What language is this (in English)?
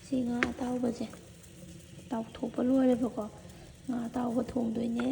Manipuri